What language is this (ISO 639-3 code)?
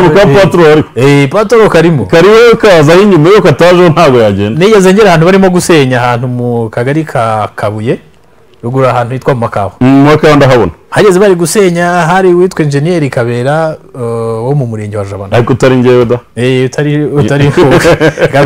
kin